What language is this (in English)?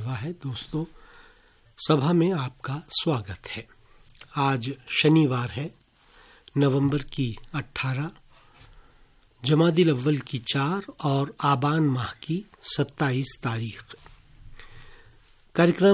Hindi